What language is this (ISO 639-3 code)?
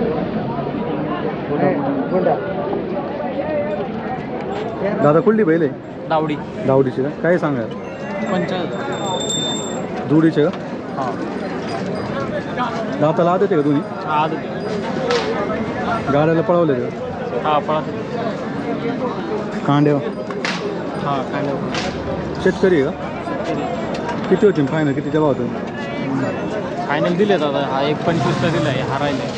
mar